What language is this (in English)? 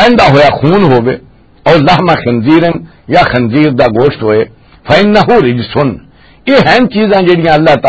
Western Panjabi